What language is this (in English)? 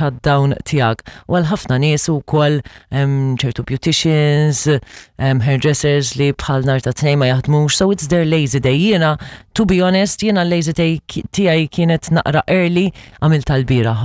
Maltese